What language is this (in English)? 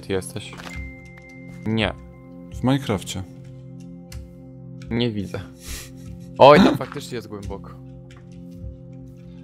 Polish